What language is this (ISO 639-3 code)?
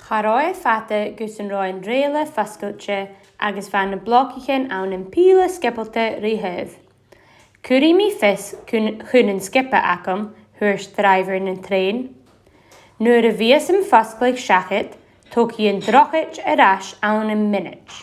gla